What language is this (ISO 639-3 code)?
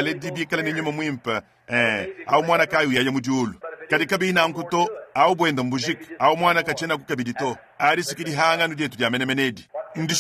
lua